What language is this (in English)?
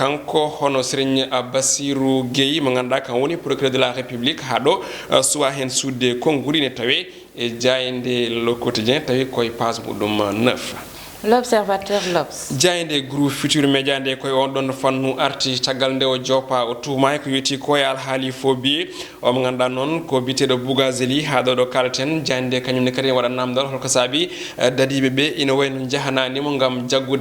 Fula